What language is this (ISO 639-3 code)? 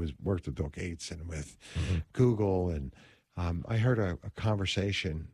eng